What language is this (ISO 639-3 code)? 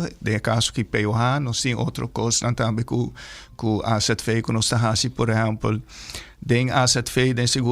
pap